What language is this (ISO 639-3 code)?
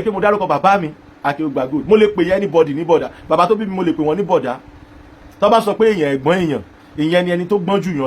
yor